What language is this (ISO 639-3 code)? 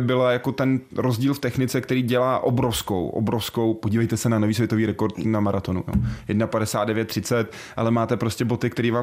ces